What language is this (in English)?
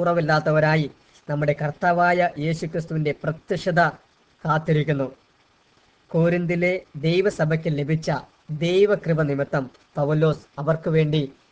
Malayalam